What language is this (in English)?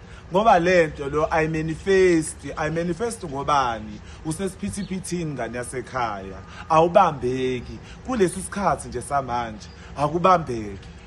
Zulu